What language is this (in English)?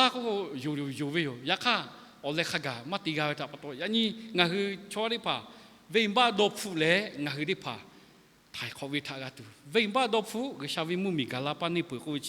Lahu